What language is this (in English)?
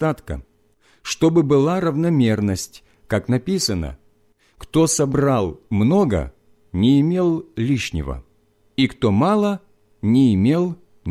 Russian